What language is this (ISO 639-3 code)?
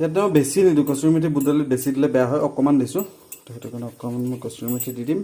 asm